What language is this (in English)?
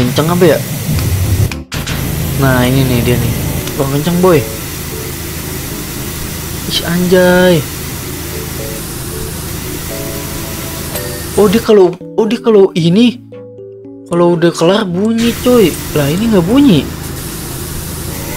Indonesian